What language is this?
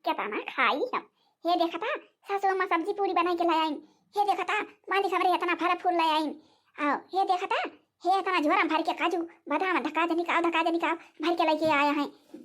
Awadhi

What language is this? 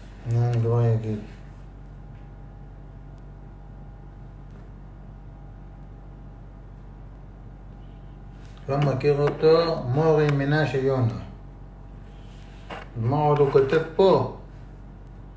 Hebrew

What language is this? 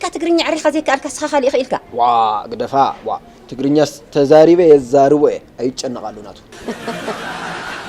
Tigrinya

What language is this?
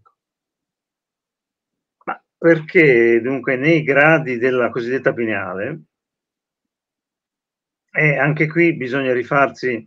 Italian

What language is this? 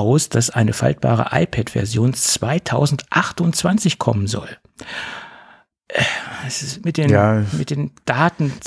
German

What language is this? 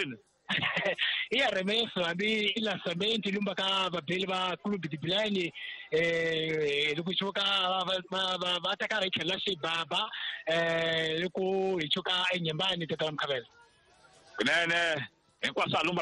Tsonga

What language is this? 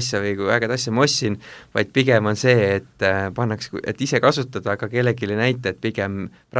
Estonian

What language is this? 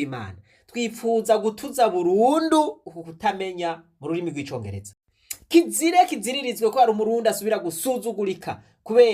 Rundi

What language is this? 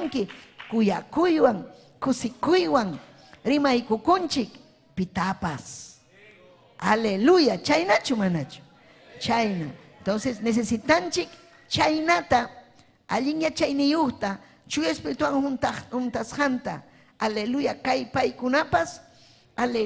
Ayacucho Quechua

